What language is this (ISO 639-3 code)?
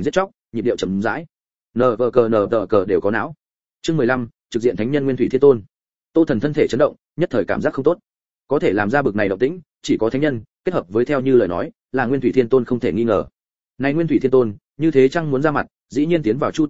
vie